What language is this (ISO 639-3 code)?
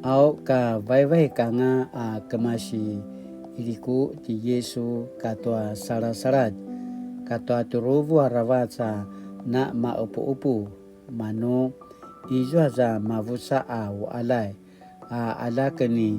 pwn